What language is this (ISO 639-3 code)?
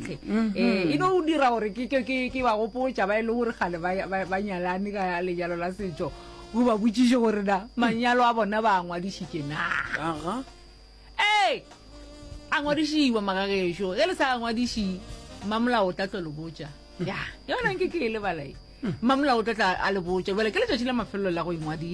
nso